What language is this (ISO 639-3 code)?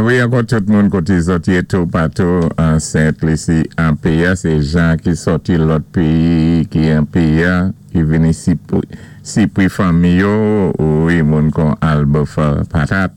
acf